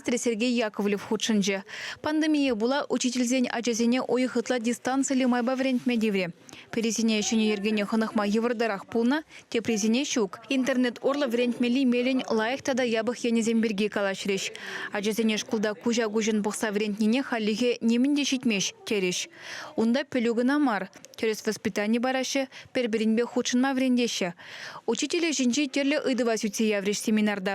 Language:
Chuvash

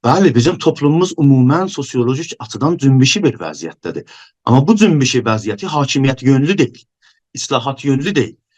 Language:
South Azerbaijani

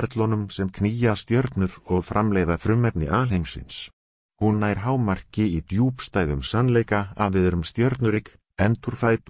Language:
Icelandic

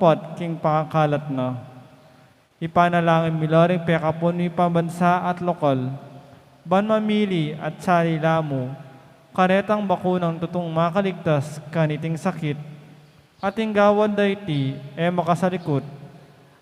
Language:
Pampanga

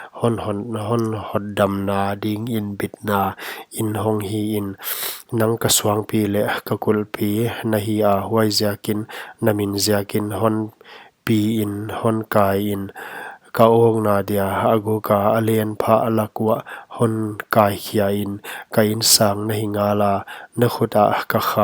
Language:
Paite Chin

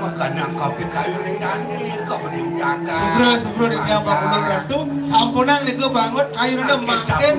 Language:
Balinese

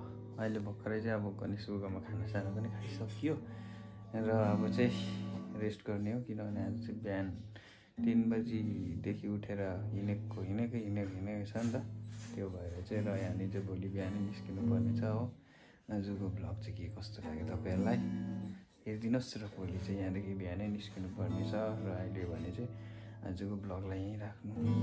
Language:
Nepali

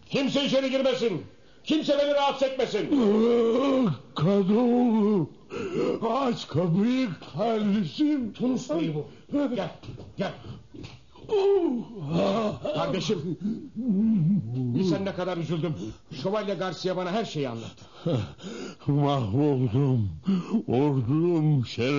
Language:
Turkish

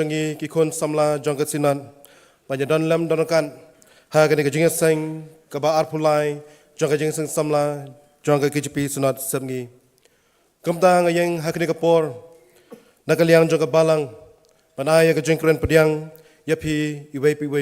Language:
Khasi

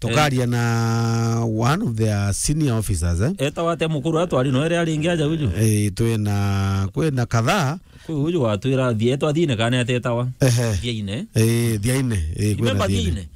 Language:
Meru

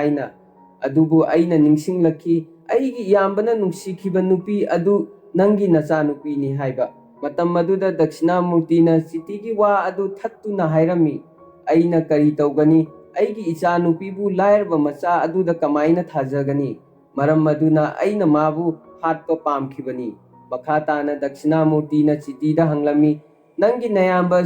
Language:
Manipuri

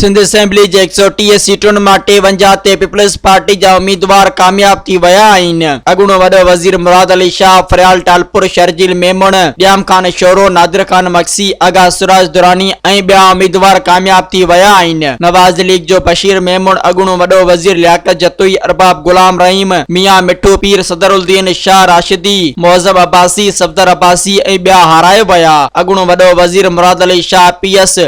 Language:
Sindhi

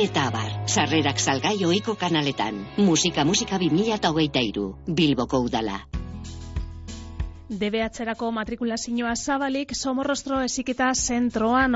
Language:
Basque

